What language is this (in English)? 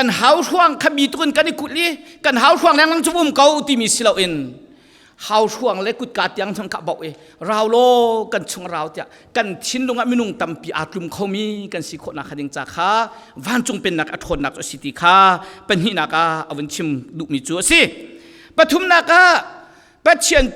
Falam Chin